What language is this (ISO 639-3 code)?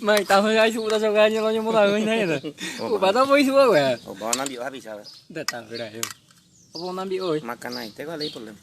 grn